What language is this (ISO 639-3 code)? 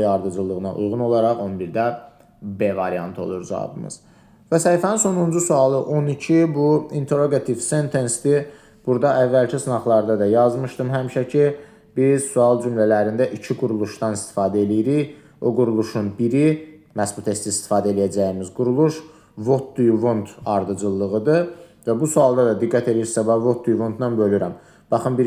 aze